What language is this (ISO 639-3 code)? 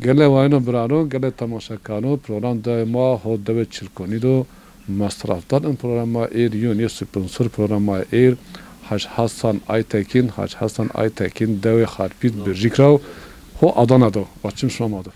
zza